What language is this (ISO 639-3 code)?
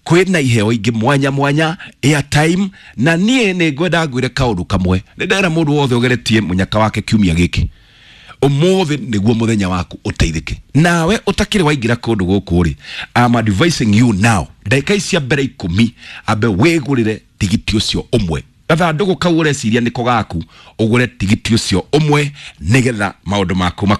kik